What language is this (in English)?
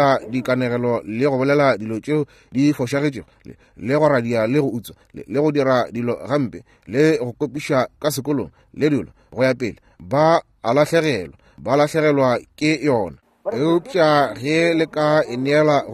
Northern Sotho